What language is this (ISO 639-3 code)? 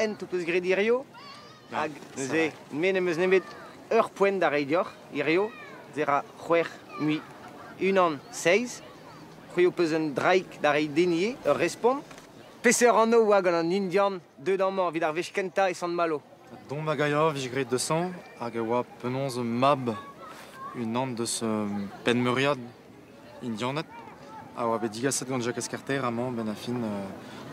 bre